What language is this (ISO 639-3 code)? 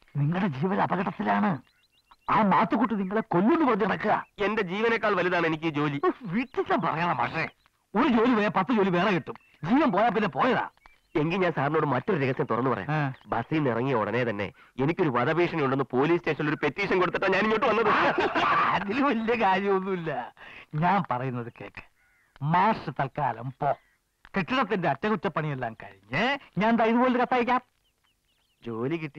mal